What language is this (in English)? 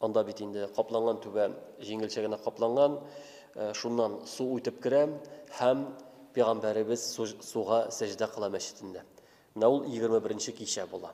Tatar